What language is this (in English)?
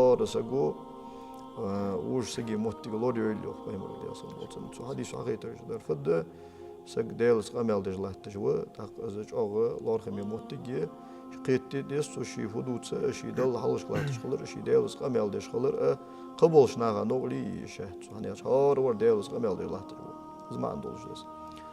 Ingush